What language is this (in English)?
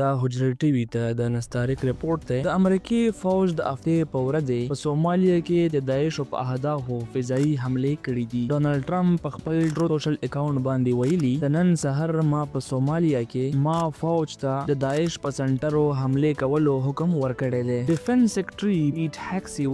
Pashto